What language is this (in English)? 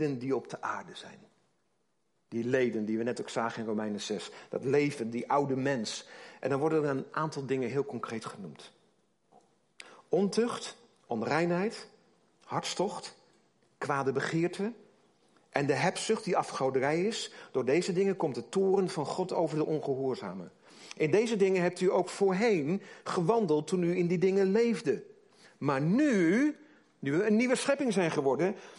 Dutch